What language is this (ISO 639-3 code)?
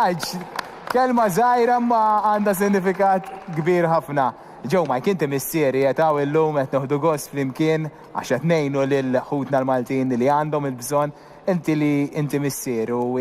mlt